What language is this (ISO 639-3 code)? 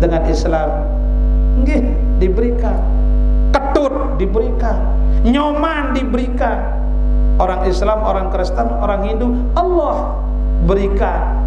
sas